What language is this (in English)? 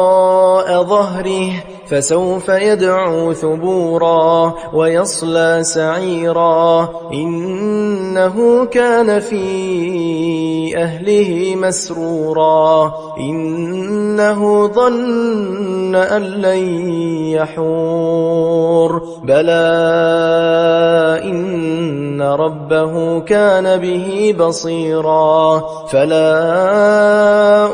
Arabic